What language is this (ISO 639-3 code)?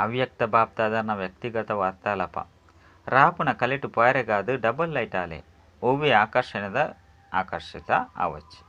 tcy